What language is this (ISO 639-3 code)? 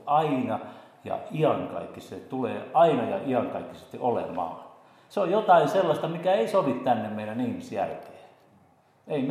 fin